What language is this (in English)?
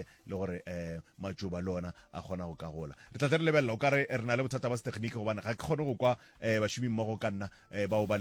Northern Sotho